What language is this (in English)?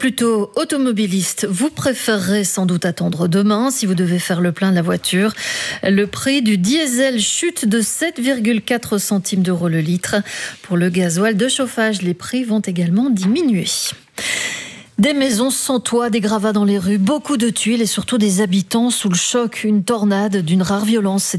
French